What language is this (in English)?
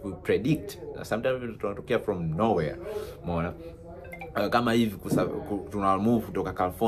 Swahili